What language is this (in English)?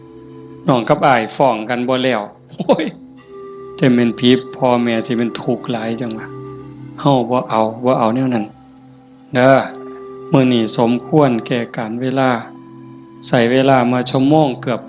Northeastern Thai